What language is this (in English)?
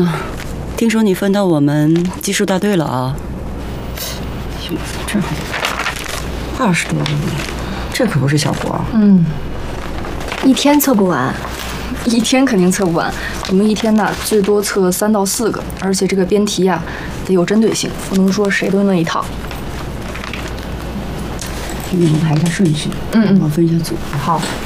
Chinese